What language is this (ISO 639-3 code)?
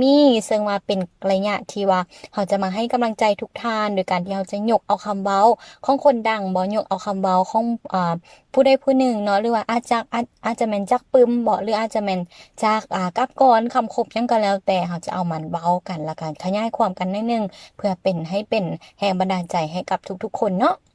lao